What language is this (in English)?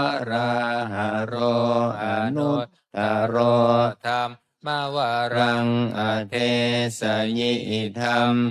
Pali